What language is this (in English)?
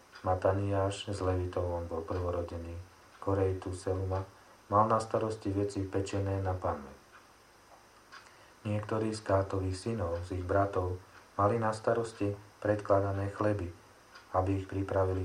Slovak